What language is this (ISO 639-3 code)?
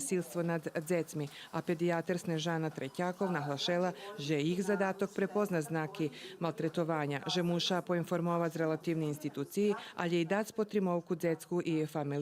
rue